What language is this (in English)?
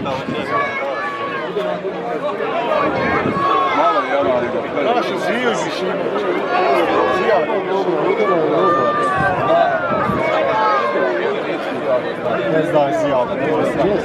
Croatian